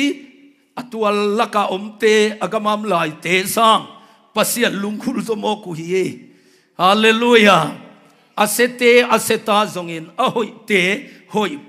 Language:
Tedim Chin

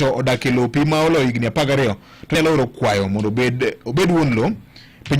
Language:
Luo (Kenya and Tanzania)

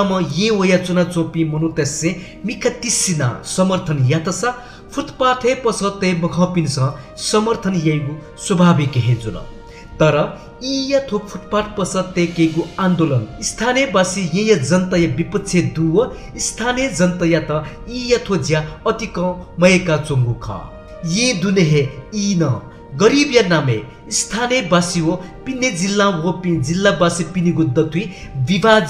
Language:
Newari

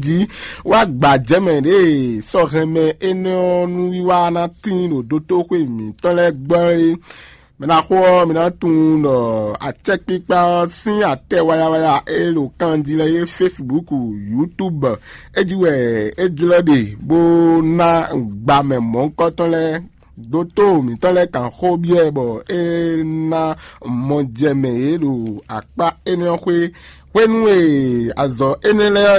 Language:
Fon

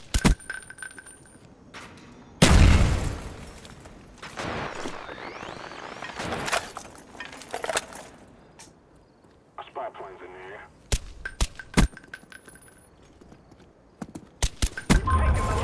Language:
English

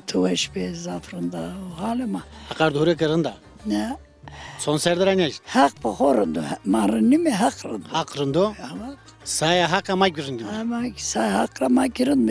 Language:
Zaza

